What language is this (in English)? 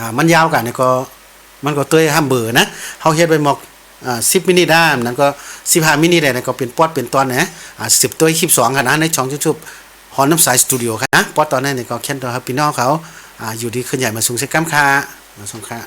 Shan